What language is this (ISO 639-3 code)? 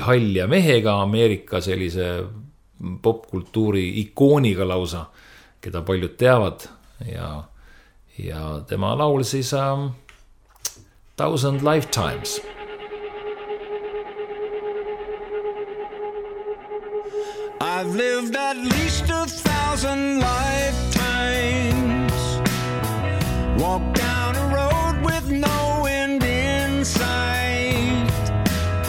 est